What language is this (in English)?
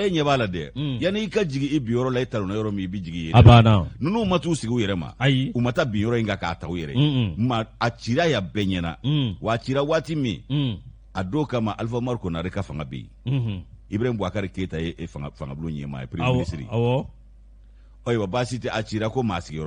Bambara